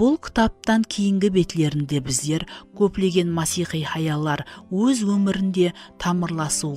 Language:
Kara-Kalpak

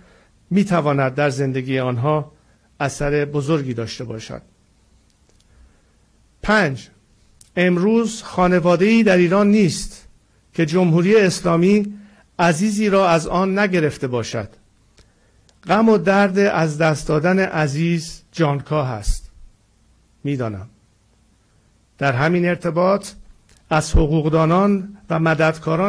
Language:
Persian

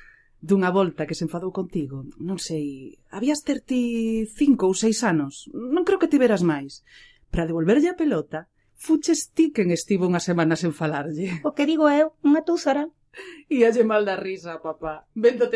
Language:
Galician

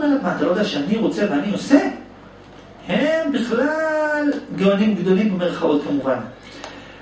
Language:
Hebrew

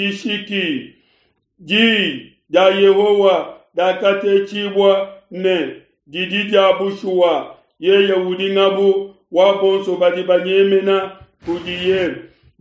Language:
Luba-Lulua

